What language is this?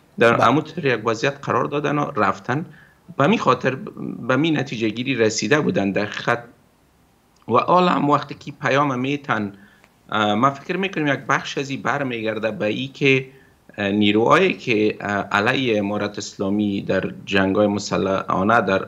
Persian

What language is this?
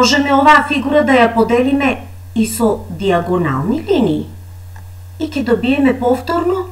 Macedonian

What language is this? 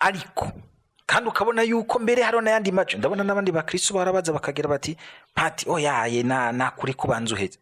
Rundi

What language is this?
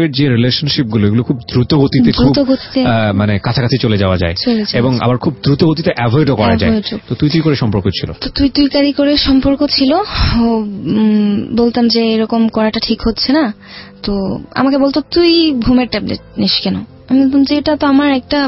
Bangla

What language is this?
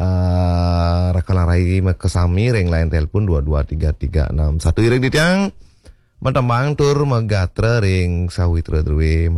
Balinese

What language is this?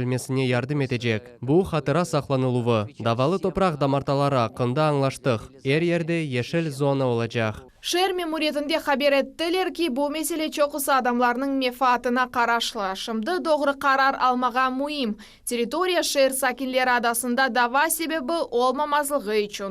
Crimean Tatar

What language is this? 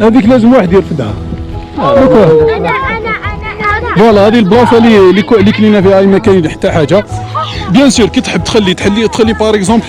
Algerian Arabic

